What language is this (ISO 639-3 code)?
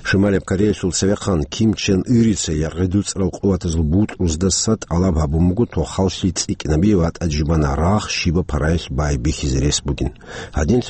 ava